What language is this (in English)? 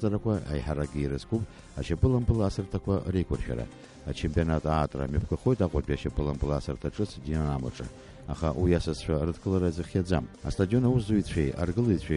Abkhazian